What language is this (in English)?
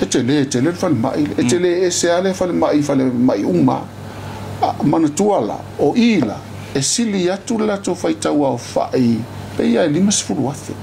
Samoan